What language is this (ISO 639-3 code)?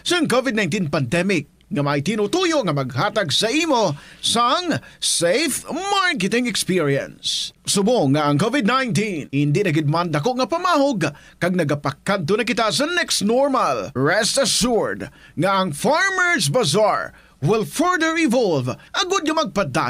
hil